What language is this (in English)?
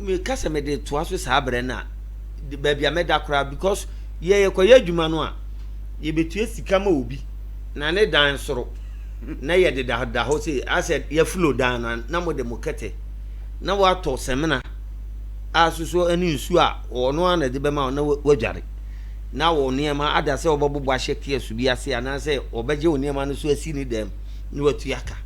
Akan